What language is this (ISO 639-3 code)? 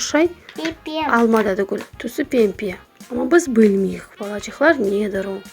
crh